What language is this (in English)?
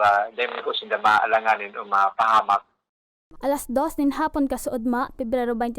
Bikol